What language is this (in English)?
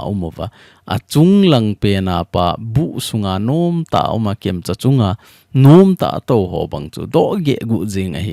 Thado Chin